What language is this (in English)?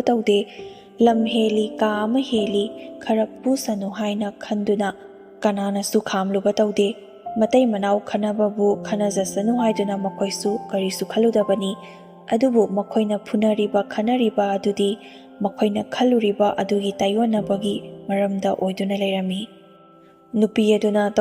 Manipuri